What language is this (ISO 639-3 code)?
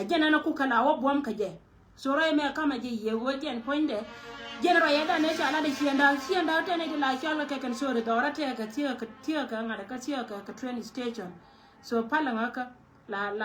nus